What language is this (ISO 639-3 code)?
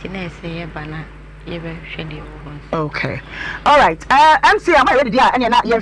aka